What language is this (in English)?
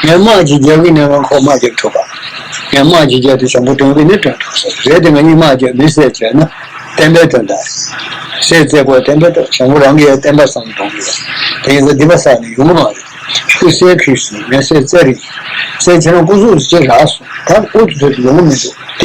Tibetan